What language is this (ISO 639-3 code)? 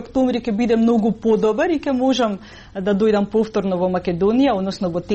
mkd